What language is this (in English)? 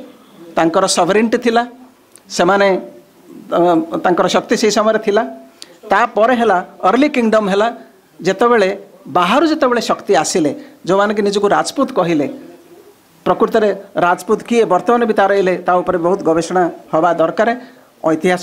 Odia